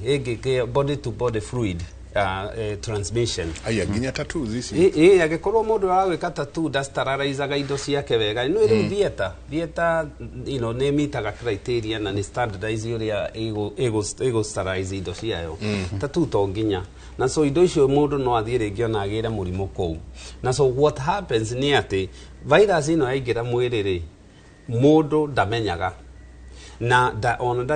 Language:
Kikuyu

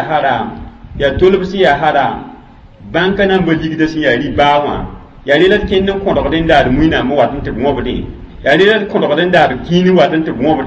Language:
Mossi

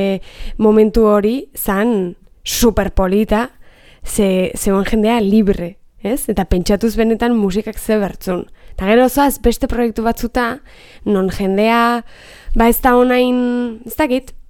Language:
Basque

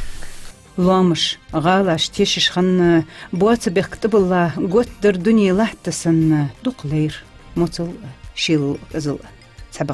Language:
Ingush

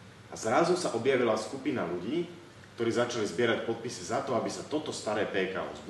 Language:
Slovak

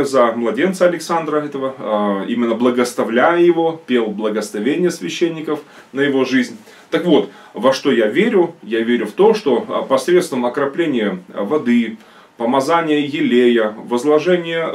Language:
Russian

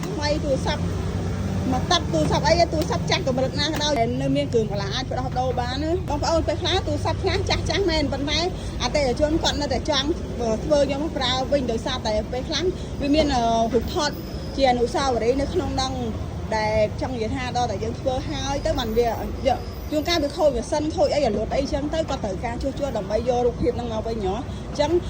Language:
Khmer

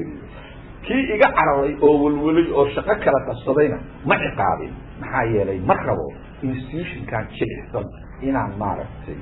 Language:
Somali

